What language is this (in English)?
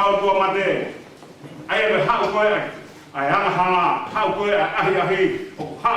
Tongan